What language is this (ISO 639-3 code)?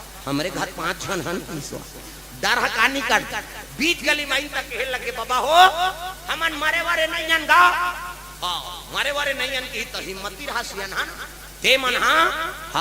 hne